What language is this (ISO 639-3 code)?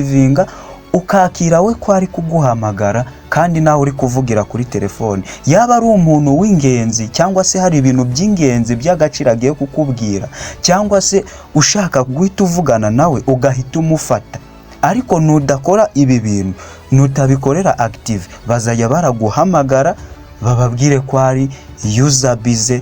kin